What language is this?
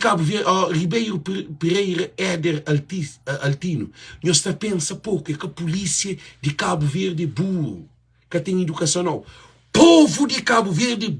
Kabuverdianu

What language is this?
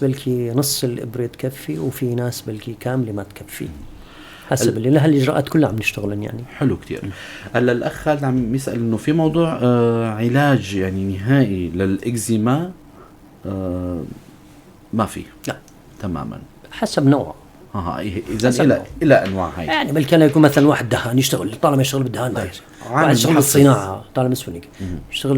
North Levantine Arabic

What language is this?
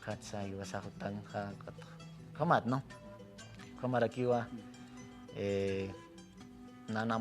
Aymara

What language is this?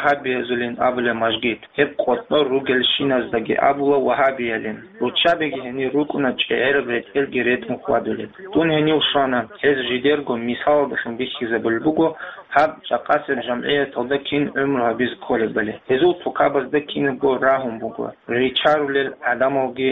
Avaric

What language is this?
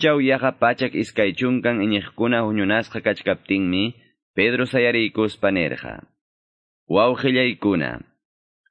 Quechua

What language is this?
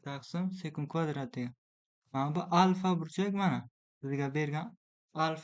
Uzbek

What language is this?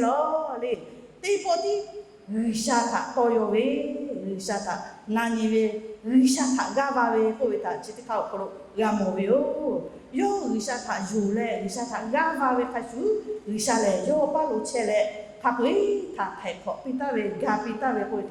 Lahu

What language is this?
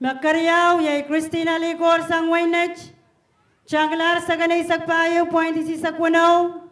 Pohnpeian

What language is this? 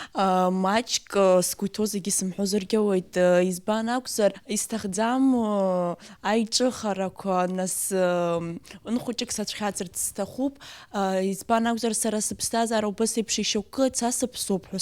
Abkhazian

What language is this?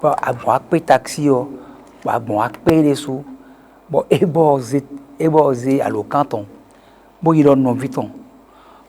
Fon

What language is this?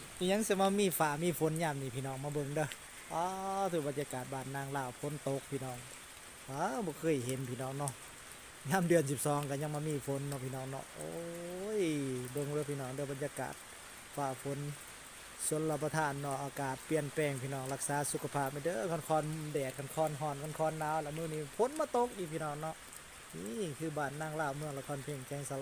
Lao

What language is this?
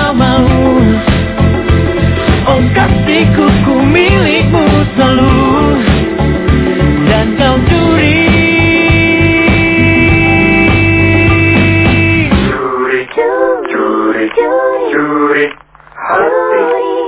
Indonesian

